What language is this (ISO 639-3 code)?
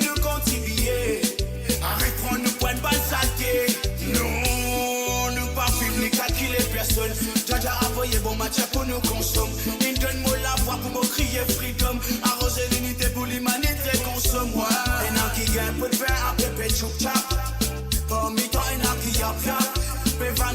mfe